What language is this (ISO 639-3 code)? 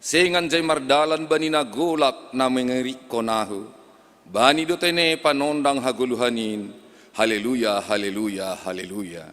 bts